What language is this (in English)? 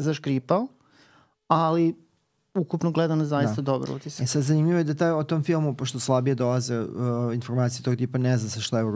Serbian